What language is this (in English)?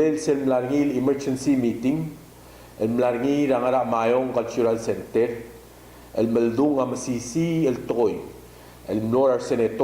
Palauan